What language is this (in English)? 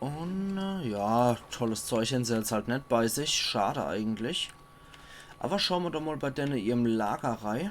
Palatine German